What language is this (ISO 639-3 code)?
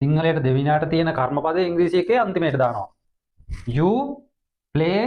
sin